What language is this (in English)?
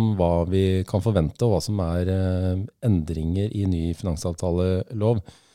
Norwegian